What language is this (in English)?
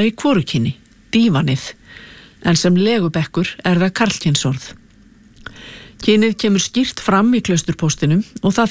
Icelandic